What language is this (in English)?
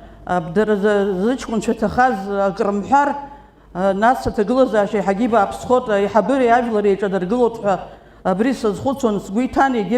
Abkhazian